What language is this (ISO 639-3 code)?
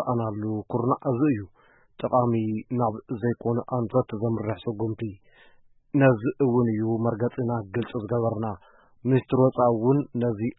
tir